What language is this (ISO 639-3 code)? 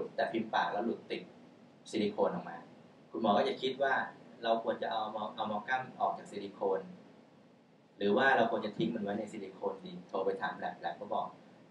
tha